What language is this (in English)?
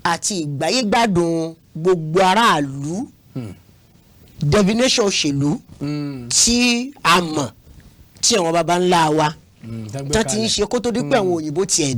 Yoruba